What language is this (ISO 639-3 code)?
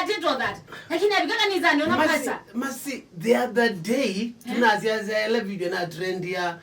kam